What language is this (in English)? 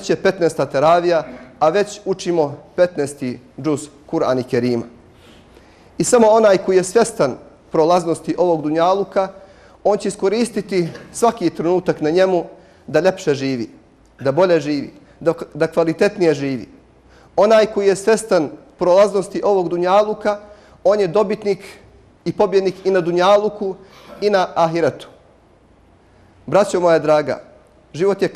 Bosnian